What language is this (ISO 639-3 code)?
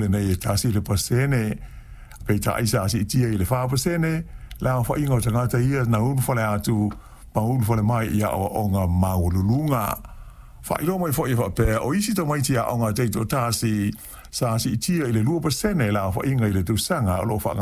smo